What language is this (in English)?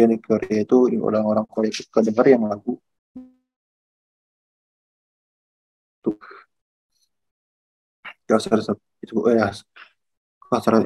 Indonesian